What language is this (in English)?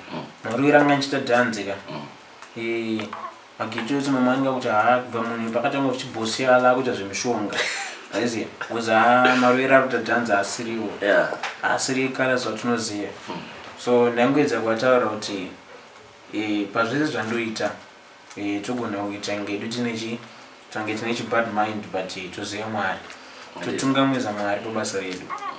Shona